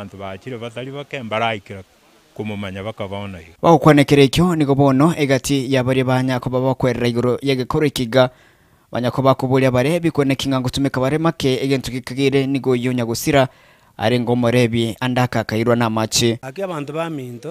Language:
Gusii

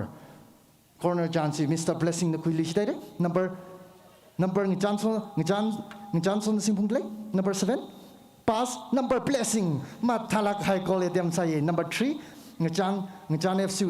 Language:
Tangkhul Naga (India)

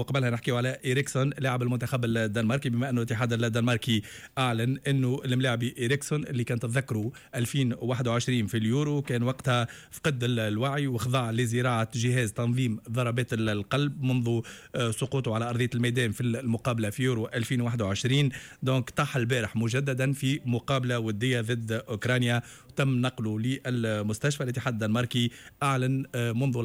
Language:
Tunisian Arabic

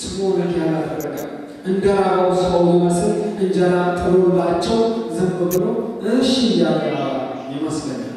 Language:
Amharic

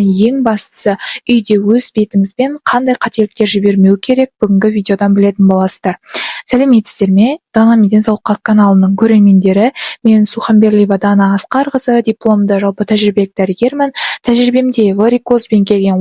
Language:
Kazakh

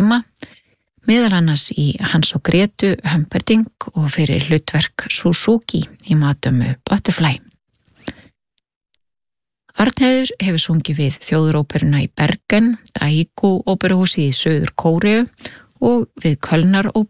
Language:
Icelandic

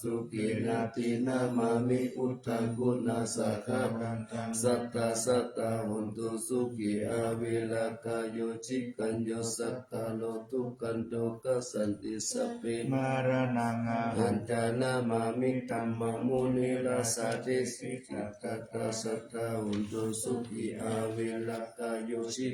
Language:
Pali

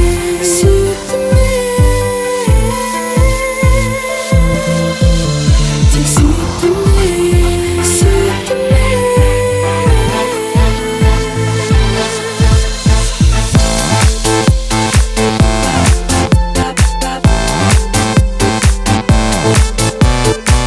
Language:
Kazakh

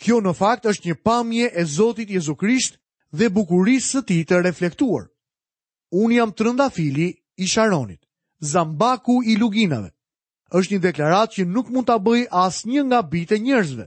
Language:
Albanian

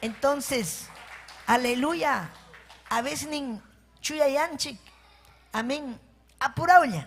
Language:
Ayacucho Quechua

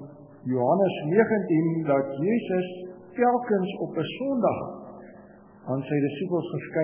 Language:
Afrikaans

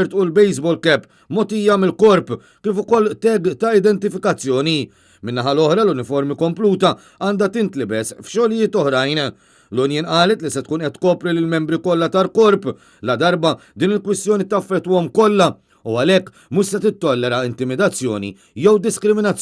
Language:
Maltese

